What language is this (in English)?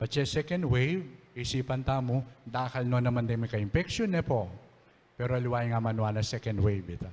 Pampanga